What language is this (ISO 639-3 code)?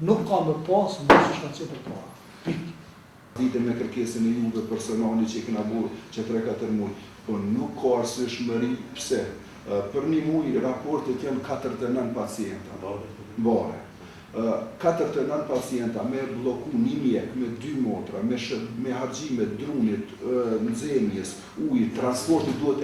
sqi